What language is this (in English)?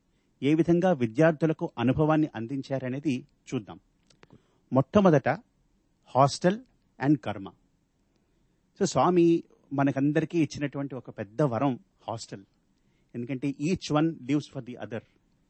Telugu